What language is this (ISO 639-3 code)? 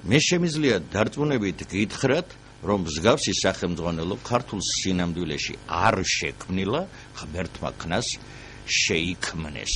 kat